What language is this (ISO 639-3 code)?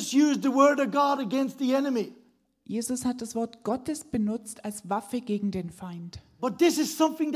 deu